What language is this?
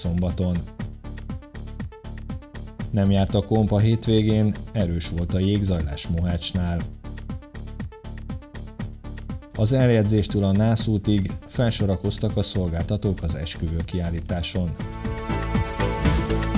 Hungarian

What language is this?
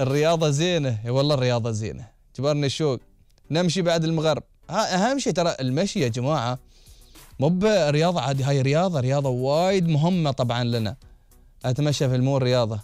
Gulf Arabic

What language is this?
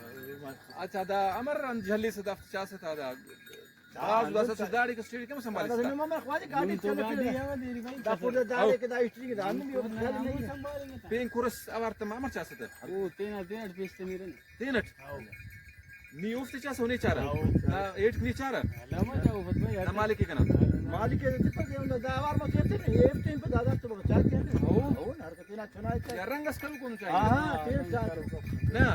Brahui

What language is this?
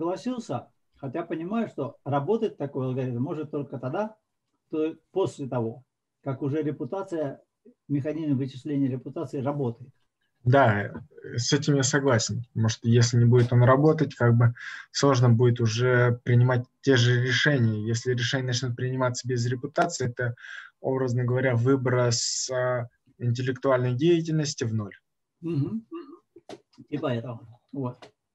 Russian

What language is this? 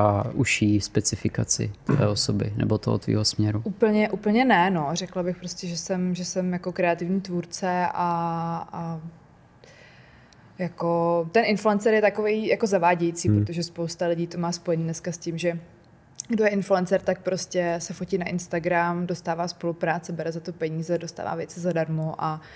Czech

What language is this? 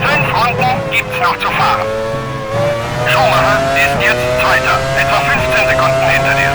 Bavarian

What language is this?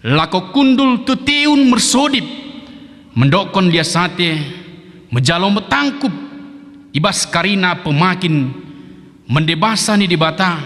Batak Dairi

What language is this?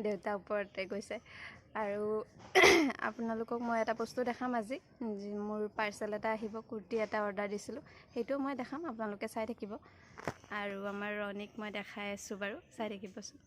Assamese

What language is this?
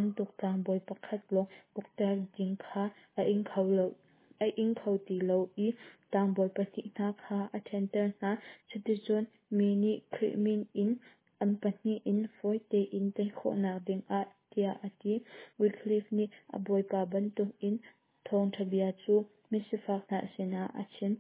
Hakha Chin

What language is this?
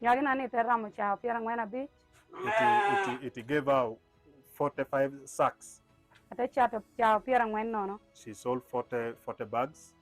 Lango (Uganda)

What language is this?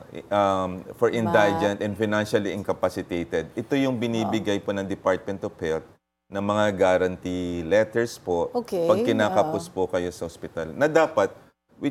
Filipino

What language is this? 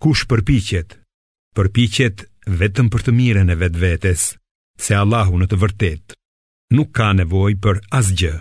Albanian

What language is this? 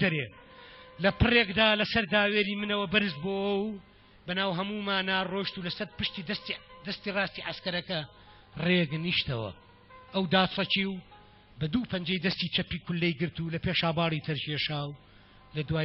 Central Kurdish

